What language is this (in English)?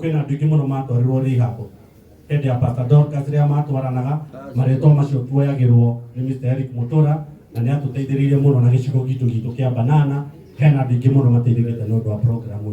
Kikuyu